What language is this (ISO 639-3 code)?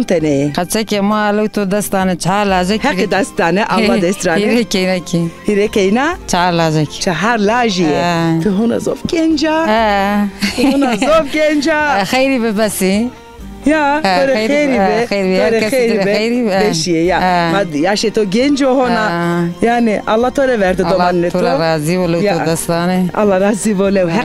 zza